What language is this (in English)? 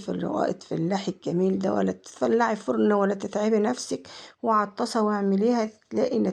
Egyptian Arabic